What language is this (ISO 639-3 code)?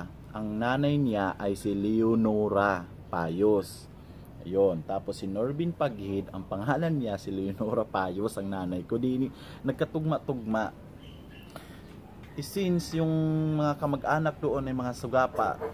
fil